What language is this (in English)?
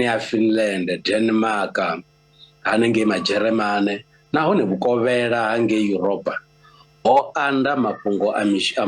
Venda